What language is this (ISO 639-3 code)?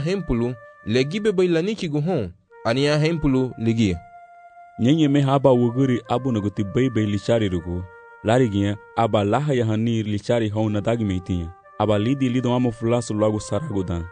cab